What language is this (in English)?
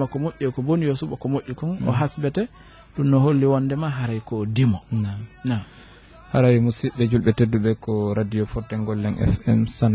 Fula